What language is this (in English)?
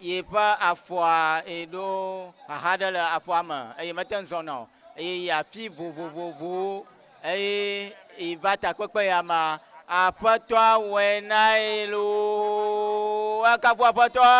Ewe